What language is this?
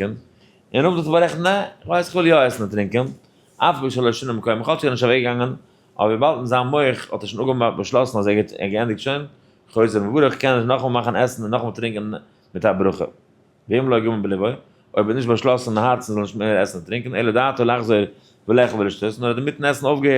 Yiddish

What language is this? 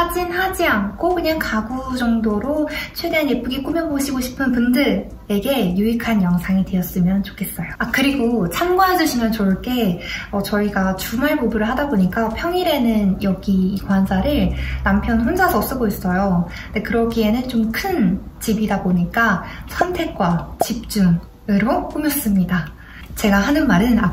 Korean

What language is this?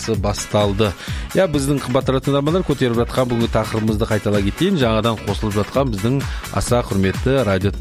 Kazakh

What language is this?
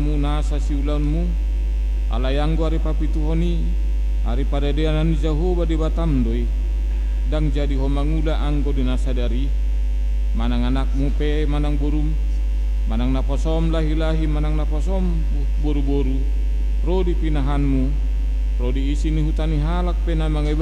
Batak Toba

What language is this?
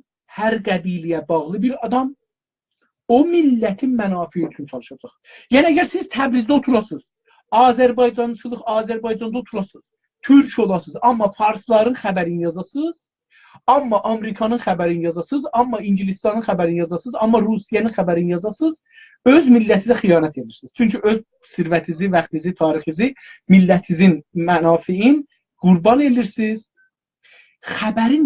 South Azerbaijani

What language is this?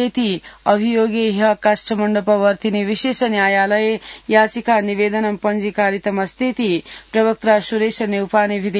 Sanskrit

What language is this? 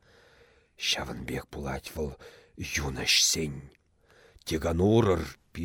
Chuvash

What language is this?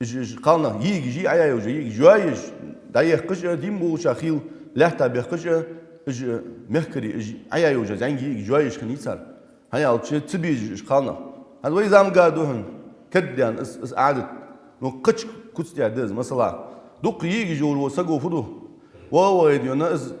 Ingush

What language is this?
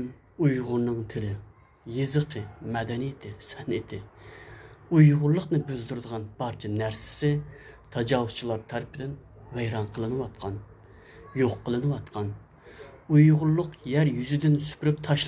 Uyghur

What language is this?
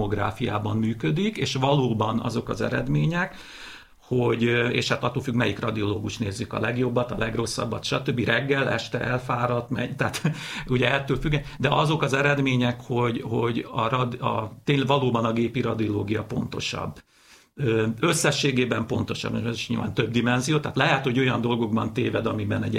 Hungarian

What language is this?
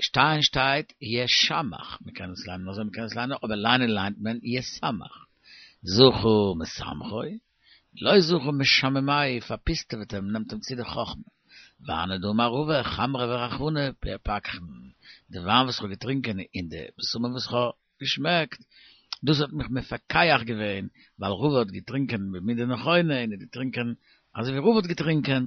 Yiddish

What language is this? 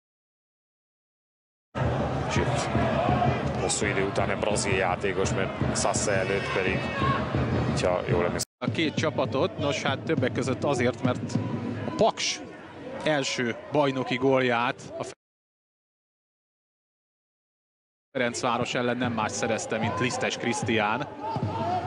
Hungarian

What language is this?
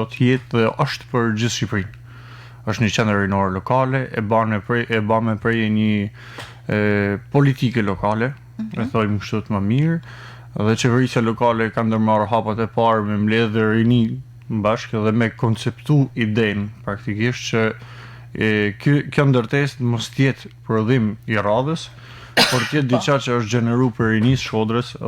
Albanian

